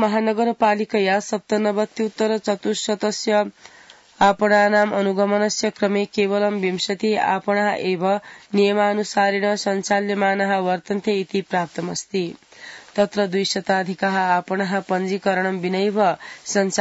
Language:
Sanskrit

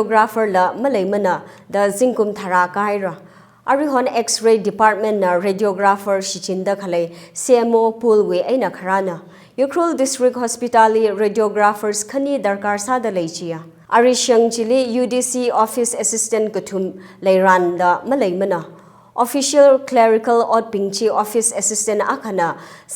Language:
Tangkhul Naga (India)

